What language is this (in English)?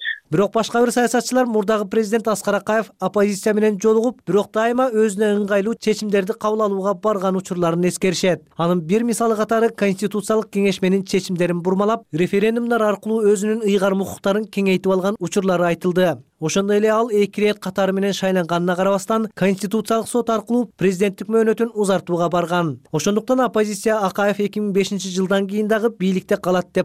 Kyrgyz